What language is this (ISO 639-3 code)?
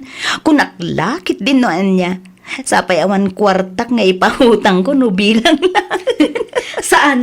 ilo